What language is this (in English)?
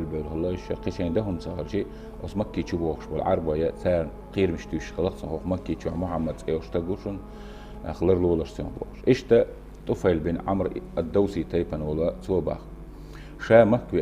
Chechen